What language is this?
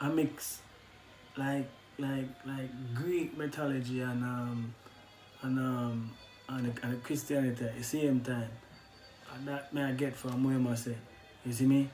Jamaican Creole English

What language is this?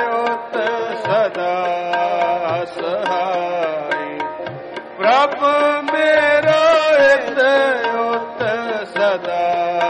Punjabi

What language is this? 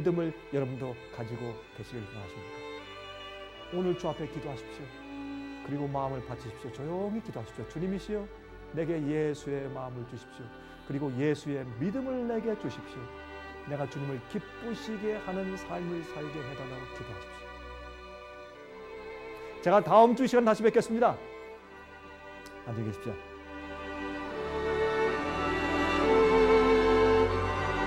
Korean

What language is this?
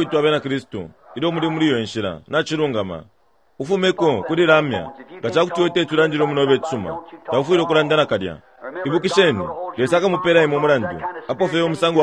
Bemba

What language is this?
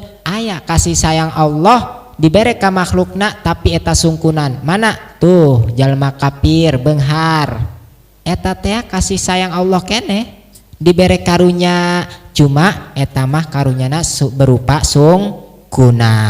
Sundanese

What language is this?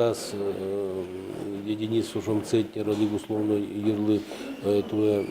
Udmurt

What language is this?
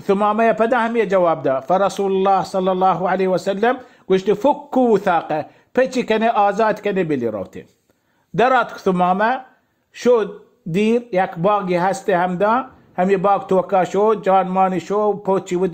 Baluchi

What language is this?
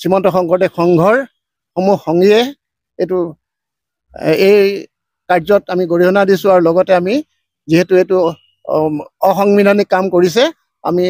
Assamese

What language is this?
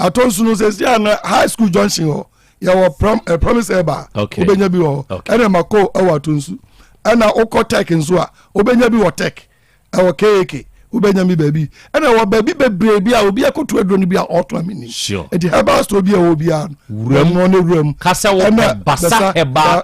Akan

